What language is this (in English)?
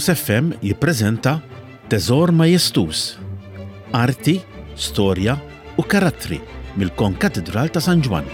Maltese